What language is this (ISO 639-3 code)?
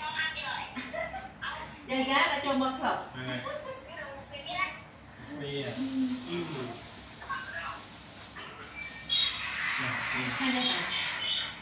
vie